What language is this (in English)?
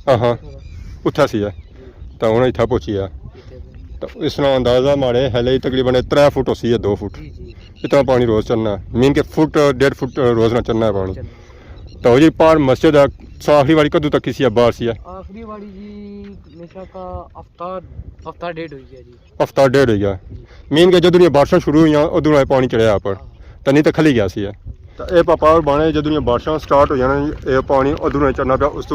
Pahari-Potwari